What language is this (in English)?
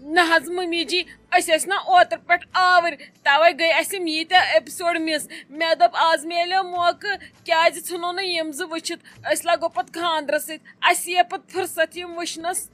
Kashmiri